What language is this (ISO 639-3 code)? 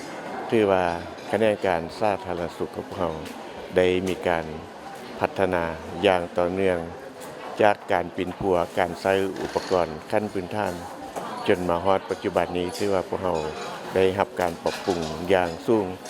lao